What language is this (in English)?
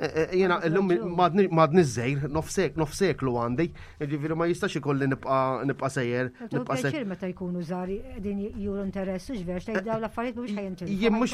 Maltese